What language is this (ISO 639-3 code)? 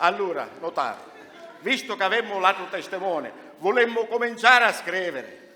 scn